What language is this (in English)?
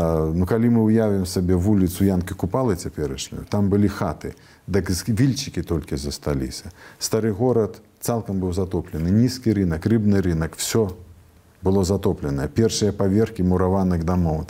Belarusian